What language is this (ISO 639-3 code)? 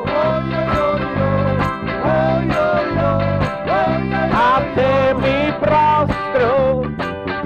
ita